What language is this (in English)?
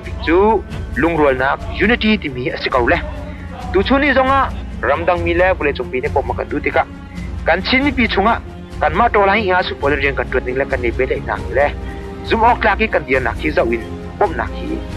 Hakha Chin